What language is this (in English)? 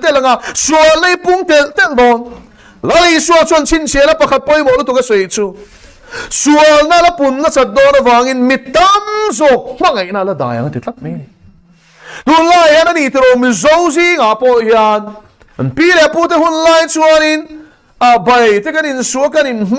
Mizo